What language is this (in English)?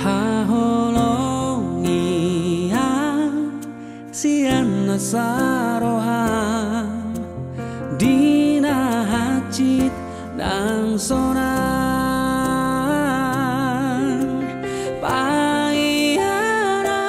Batak Toba